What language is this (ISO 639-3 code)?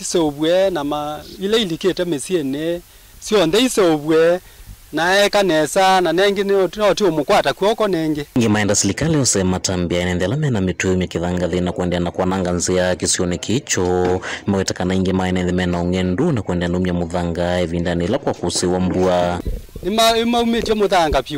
kam